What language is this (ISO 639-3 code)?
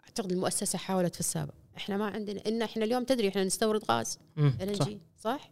afb